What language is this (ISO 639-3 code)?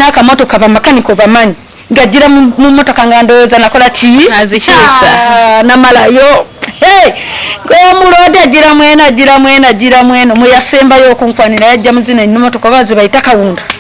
lug